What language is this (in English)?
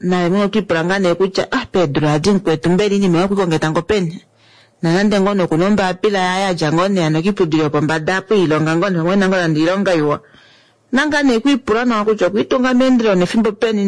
Kuanyama